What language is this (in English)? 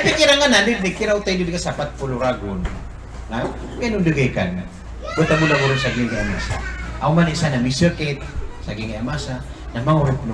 Maranao